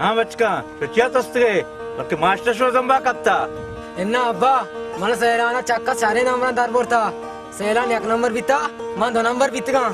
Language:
Baluchi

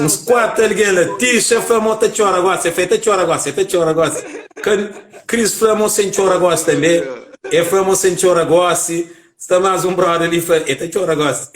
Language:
Kabuverdianu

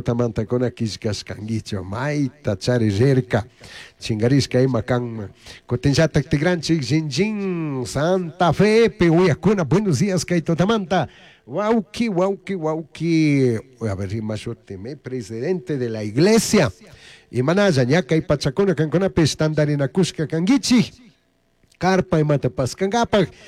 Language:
Chimborazo Highland Quichua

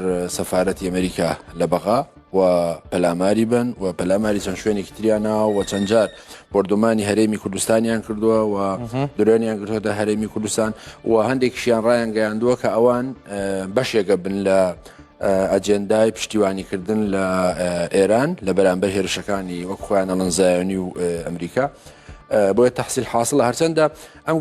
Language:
Central Kurdish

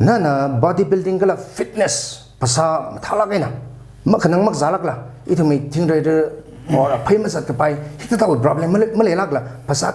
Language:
Tangkhul Naga (India)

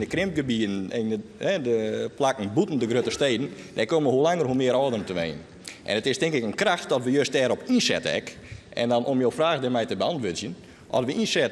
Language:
Western Frisian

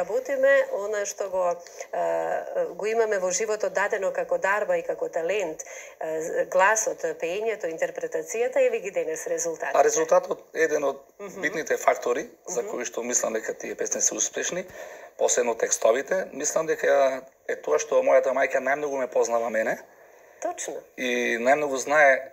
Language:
Macedonian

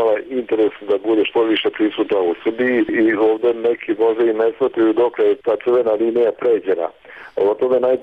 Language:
Serbian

